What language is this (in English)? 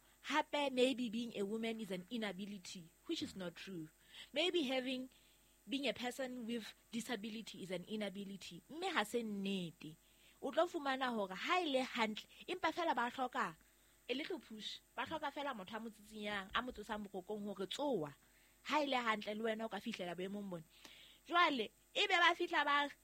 Southern Sotho